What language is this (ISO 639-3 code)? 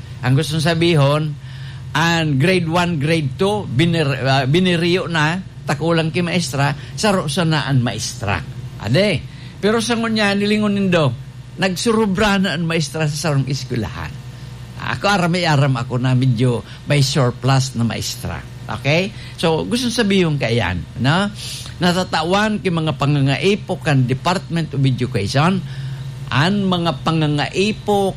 bik